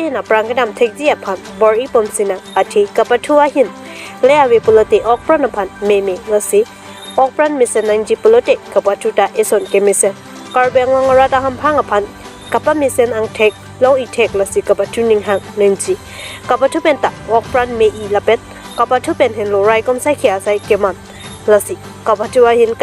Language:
Karbi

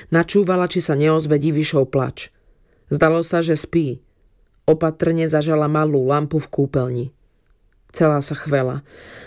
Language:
Slovak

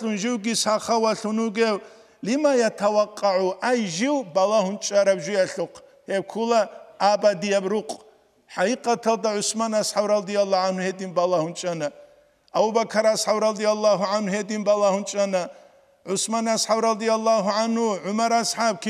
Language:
Avaric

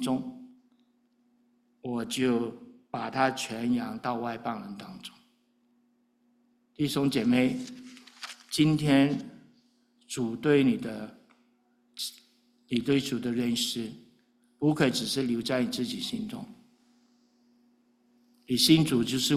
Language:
Chinese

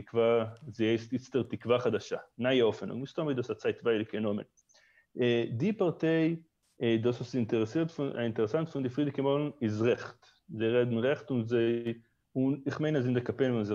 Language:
Yiddish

